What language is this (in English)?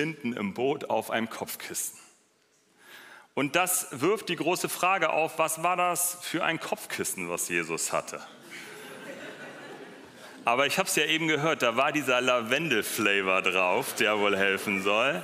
German